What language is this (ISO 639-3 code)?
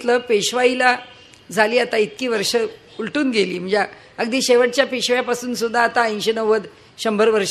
mar